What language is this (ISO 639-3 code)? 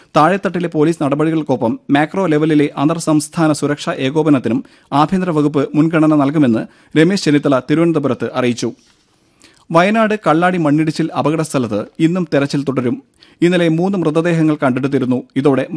mal